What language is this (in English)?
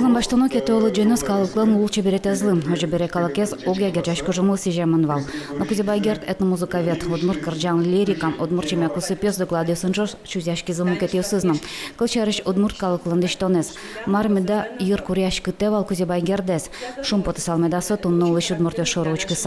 Udmurt